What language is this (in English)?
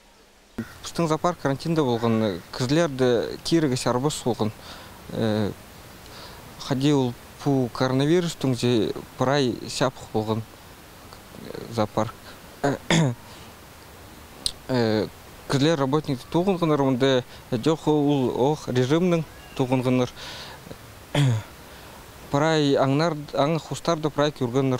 Khakas